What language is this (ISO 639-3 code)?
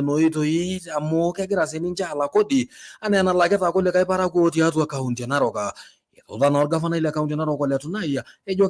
mas